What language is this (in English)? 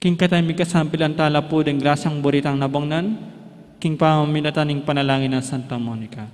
Pampanga